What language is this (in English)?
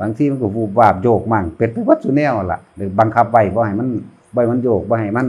Northeastern Thai